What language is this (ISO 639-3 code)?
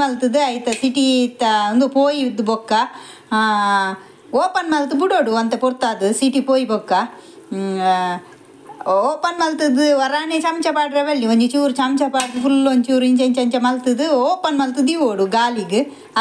tcy